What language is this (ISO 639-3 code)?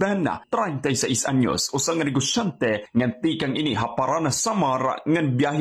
war